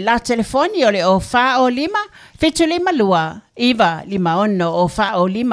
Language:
Samoan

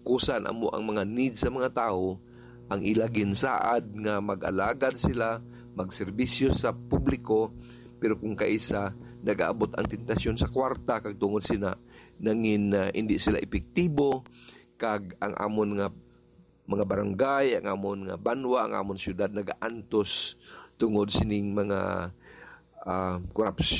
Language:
Hiligaynon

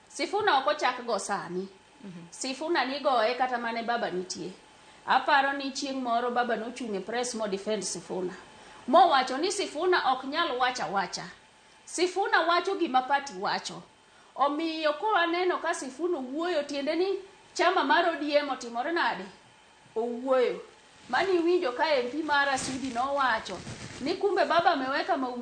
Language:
Luo (Kenya and Tanzania)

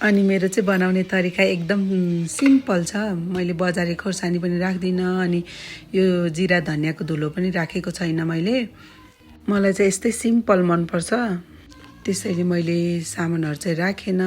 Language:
Nepali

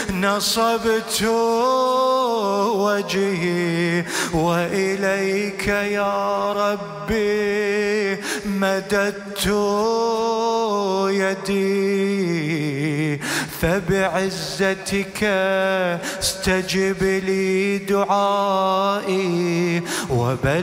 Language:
Arabic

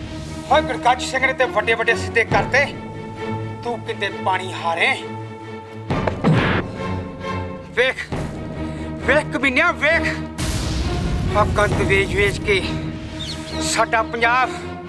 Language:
Punjabi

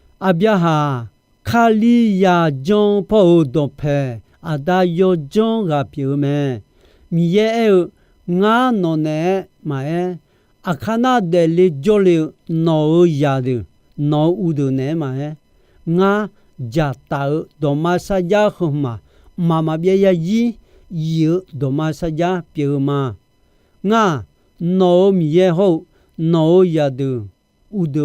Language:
Akha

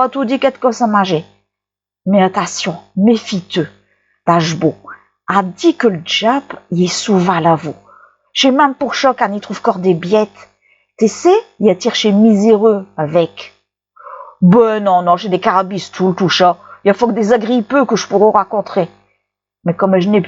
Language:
Picard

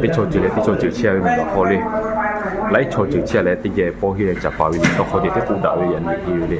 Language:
Lahu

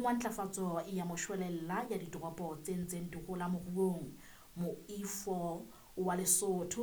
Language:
Southern Sotho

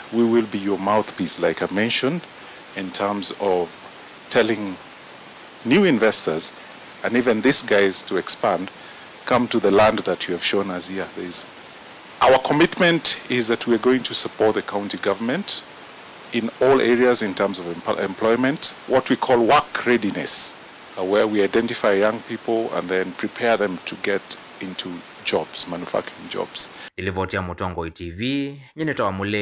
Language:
Kamba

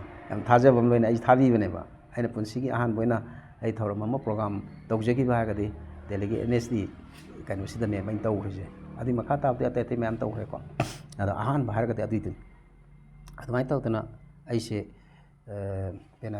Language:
Manipuri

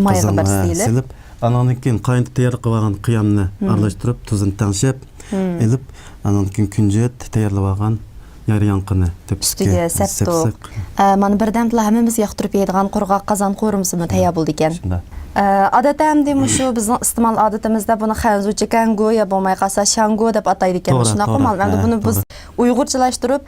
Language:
Uyghur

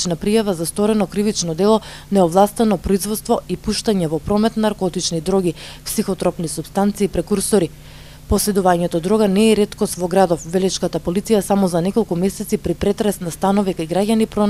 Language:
Macedonian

